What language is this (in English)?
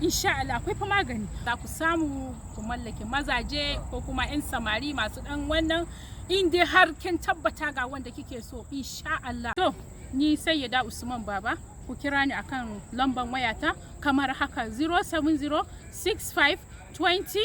Hausa